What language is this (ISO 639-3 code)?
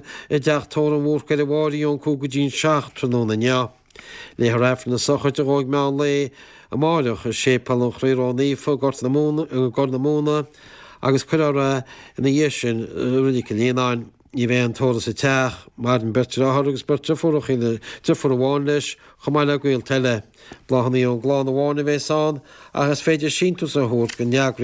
gle